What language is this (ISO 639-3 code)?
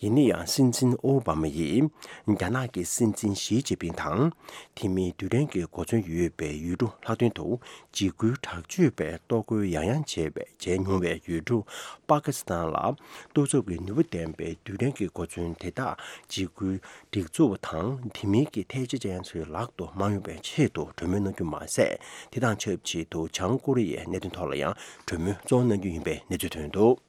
bod